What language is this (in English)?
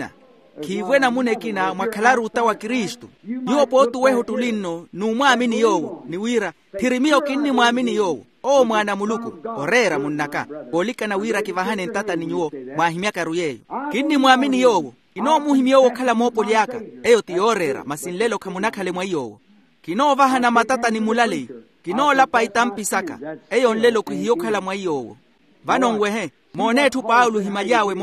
Makhuwa